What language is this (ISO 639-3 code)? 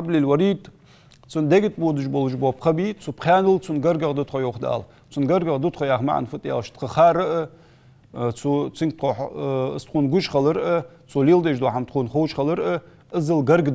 inh